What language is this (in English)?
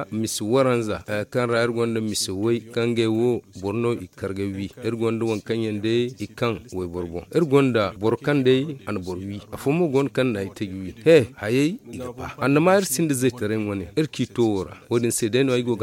Zarma